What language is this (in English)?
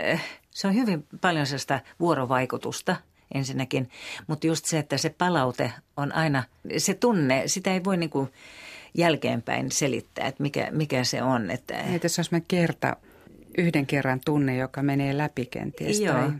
Finnish